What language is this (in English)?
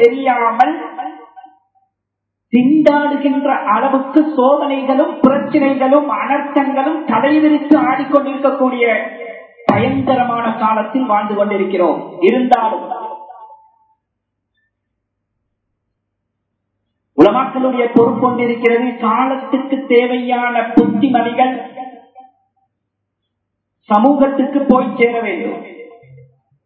Tamil